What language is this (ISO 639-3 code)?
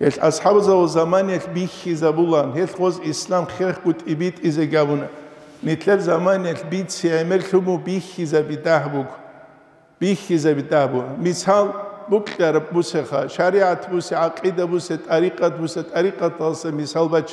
ava